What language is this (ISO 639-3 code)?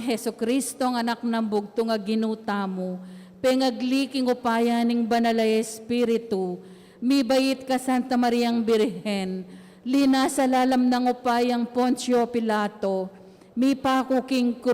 pam